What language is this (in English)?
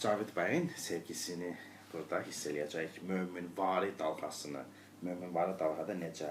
Azerbaijani